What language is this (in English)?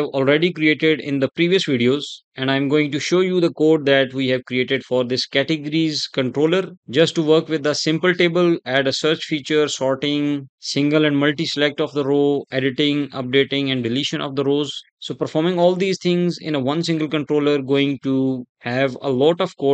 English